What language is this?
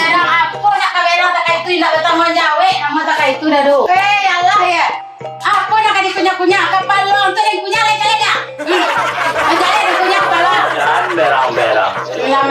Minangkabau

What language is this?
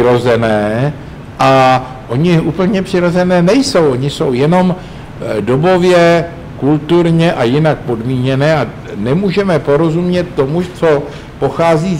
Czech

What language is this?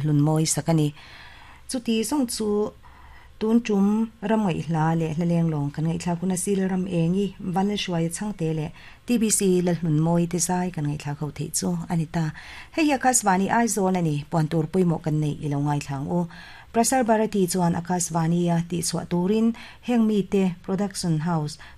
Mizo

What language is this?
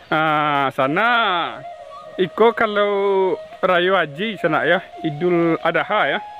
Minangkabau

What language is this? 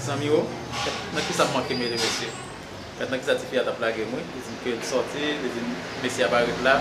Haitian Creole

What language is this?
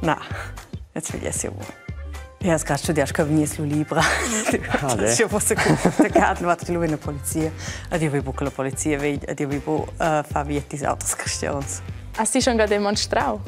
Romansh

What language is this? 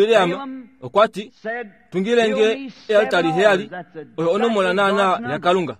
Kuanyama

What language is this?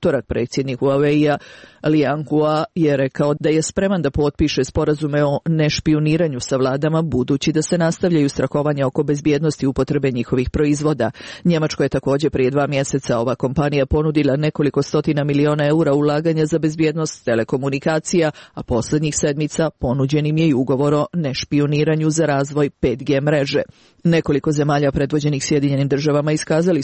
Croatian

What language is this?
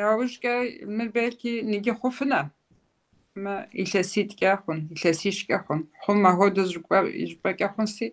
Kabardian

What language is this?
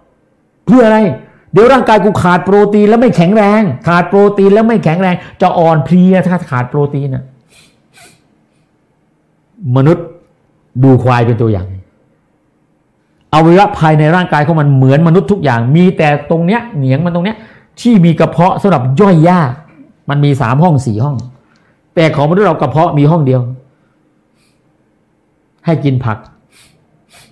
Thai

